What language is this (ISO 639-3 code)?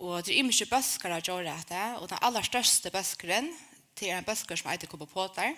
fao